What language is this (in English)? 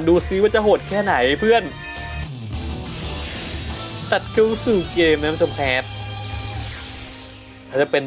Thai